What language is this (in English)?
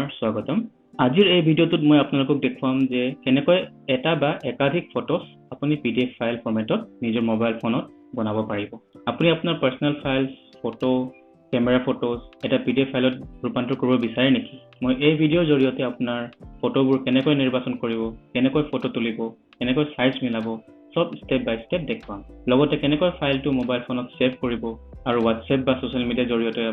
Assamese